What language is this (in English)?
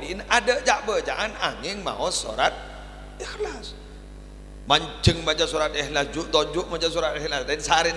Madurese